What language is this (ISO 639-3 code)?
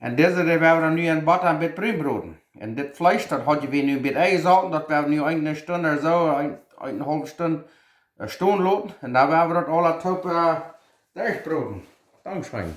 pdt